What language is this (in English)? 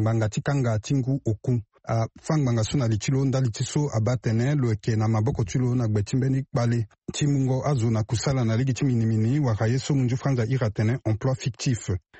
Sango